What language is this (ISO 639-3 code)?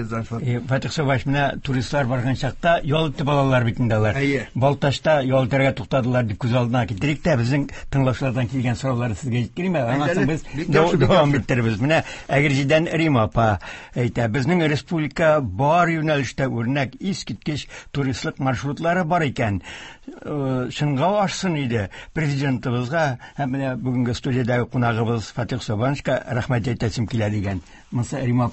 tat